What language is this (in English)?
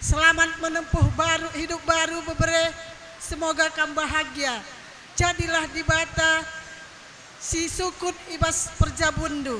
Batak Karo